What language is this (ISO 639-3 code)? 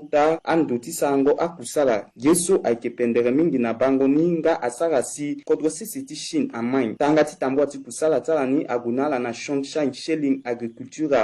sag